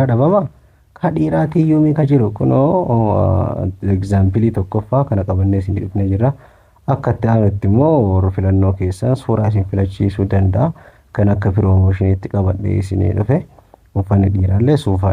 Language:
Oromo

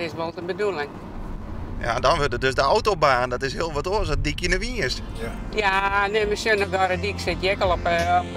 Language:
Western Frisian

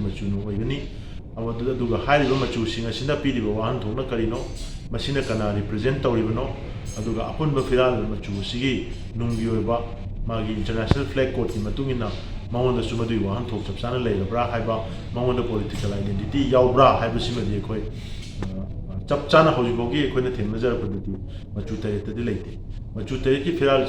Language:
Manipuri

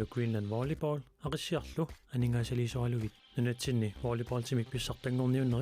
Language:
Kalaallisut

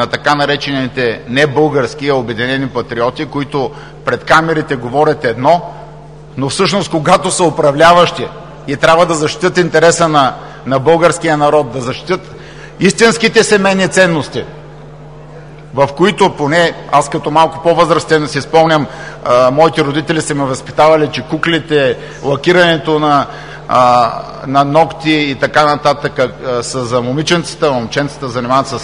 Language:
Bulgarian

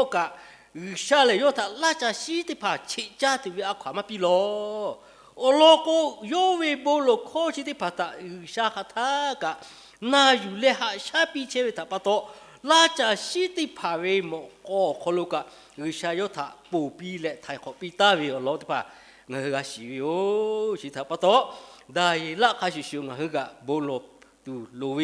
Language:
Lahu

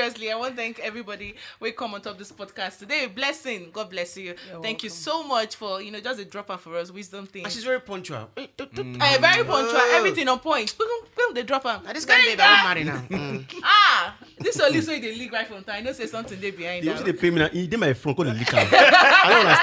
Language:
Nigerian Pidgin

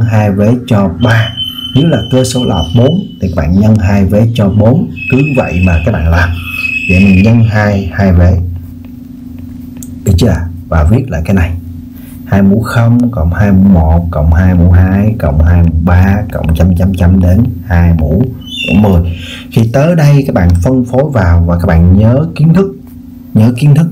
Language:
Vietnamese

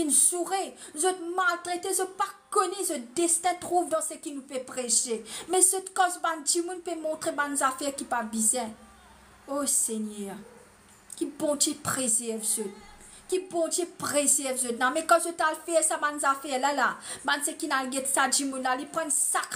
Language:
Morisyen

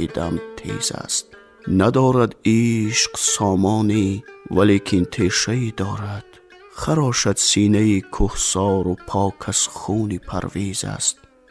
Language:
Tajik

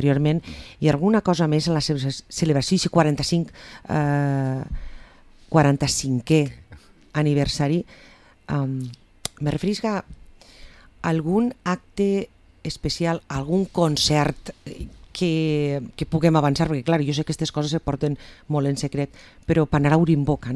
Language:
Catalan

